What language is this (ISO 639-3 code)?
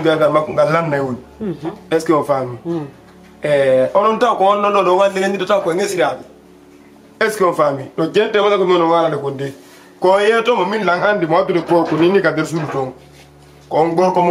ful